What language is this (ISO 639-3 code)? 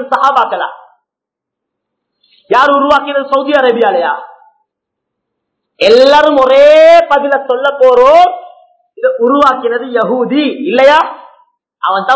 tam